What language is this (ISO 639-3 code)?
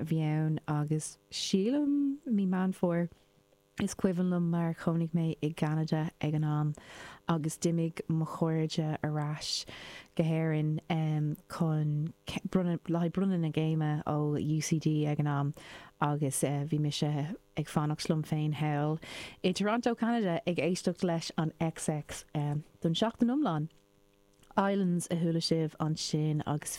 gle